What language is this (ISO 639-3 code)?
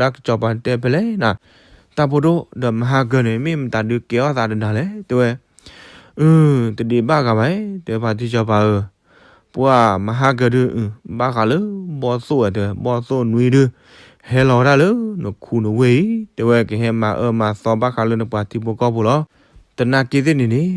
ksw